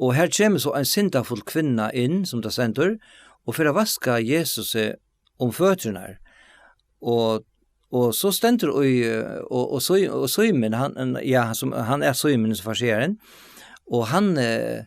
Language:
Faroese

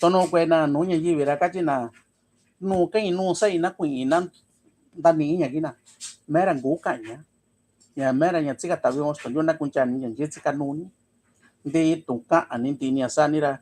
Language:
Mixtepec Mixtec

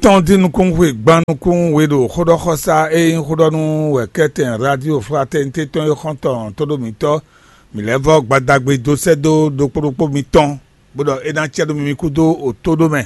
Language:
Fon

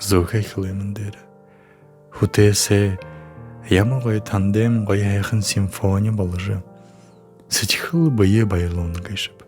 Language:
Buriat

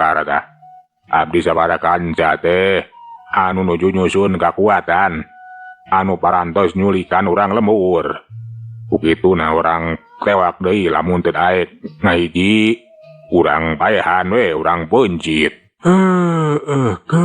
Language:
Sundanese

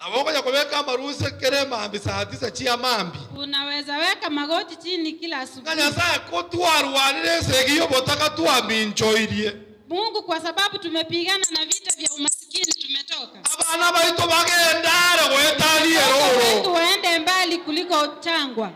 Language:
Gusii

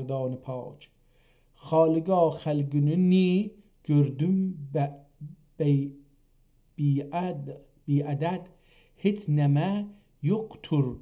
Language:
South Azerbaijani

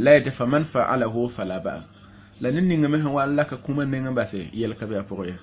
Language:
Mossi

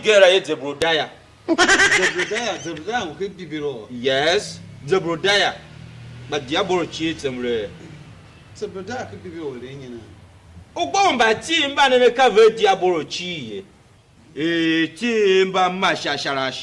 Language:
Tiv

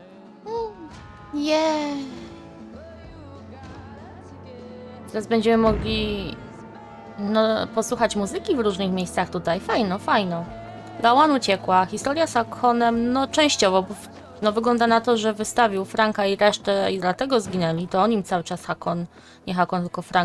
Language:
Polish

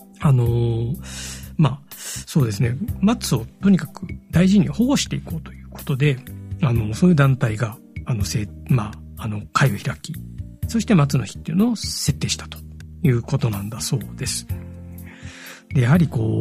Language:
Japanese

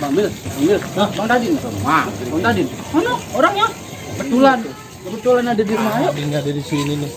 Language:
Betawi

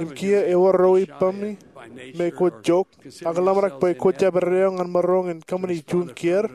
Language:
Marshallese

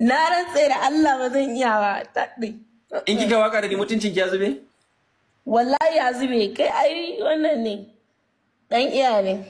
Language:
Hausa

